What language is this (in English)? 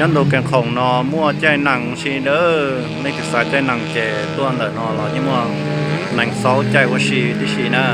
Hmong